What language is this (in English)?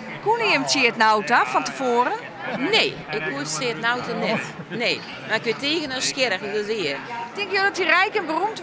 Western Frisian